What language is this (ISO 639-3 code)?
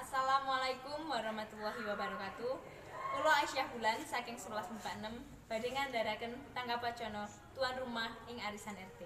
jav